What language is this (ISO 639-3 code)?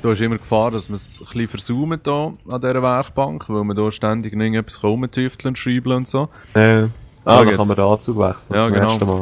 gsw